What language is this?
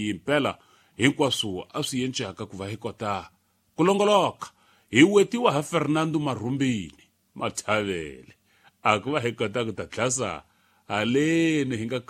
Tsonga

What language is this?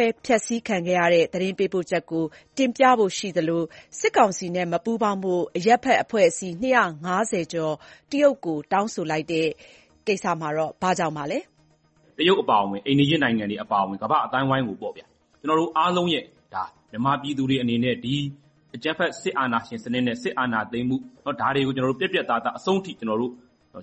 Burmese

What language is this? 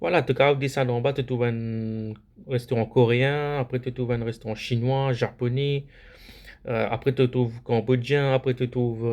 Morisyen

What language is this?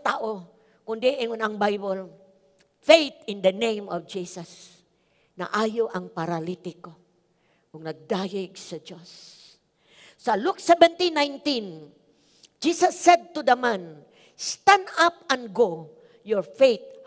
Cebuano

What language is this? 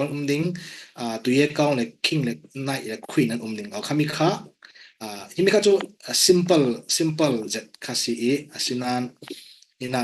Falam Chin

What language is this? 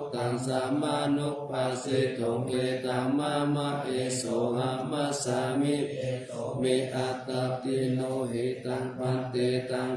Pali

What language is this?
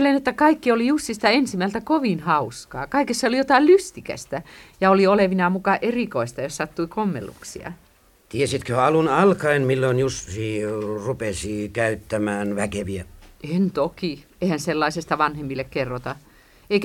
Finnish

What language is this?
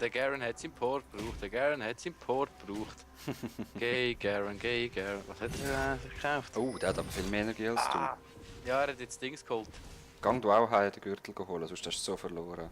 Swiss German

